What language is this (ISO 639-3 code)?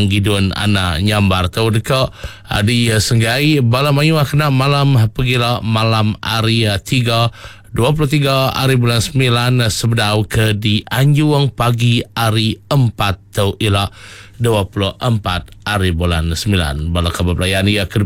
iba